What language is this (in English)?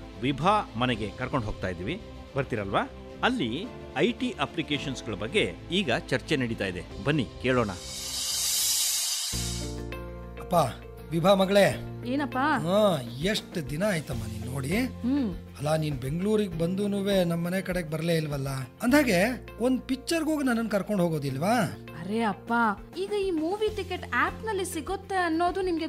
Kannada